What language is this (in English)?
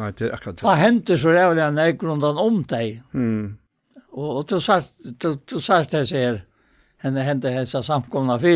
Faroese